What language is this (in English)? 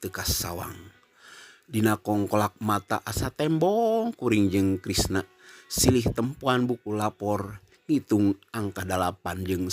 Sundanese